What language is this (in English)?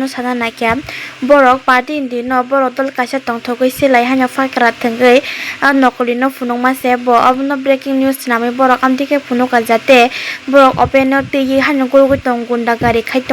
Kok Borok